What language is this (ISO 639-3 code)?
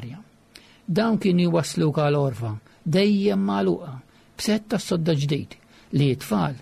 mlt